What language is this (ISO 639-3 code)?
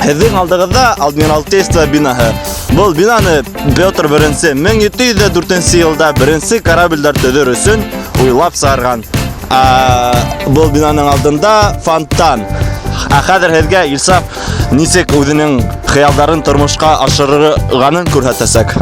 bak